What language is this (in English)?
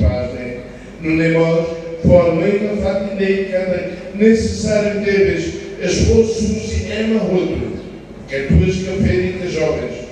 Tetum